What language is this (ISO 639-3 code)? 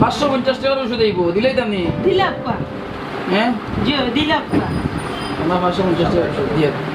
syl